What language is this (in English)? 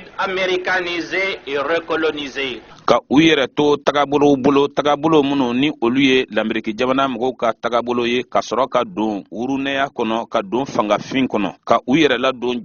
Bambara